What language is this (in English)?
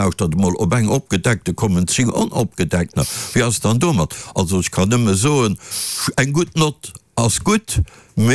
Luxembourgish